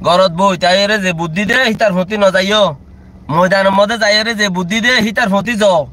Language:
Rohingya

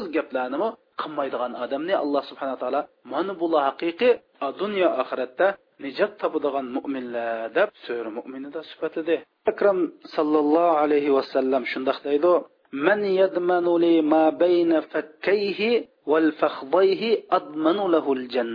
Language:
Uyghur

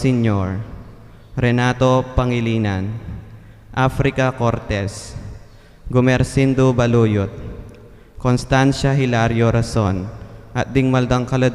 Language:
Pampanga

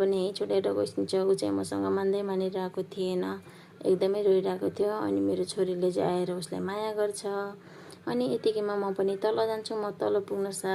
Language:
Nepali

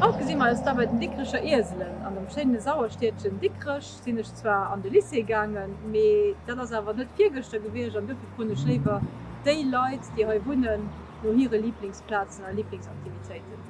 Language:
Luxembourgish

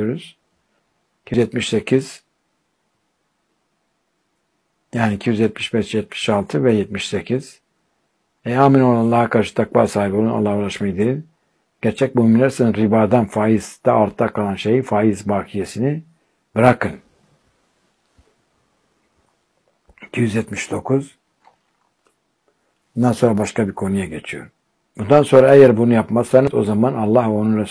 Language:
Turkish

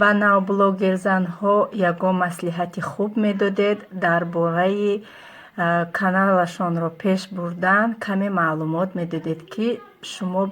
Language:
Tajik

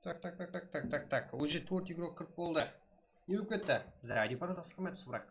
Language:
Kara-Kalpak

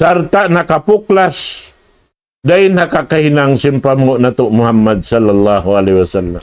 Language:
Tausug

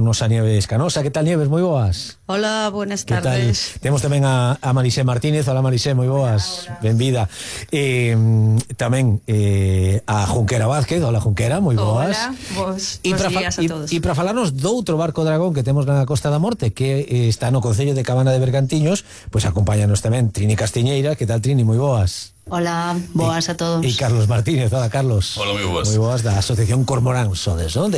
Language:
Galician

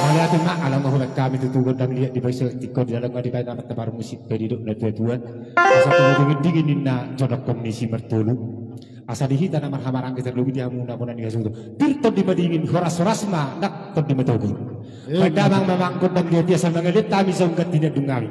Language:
Batak Toba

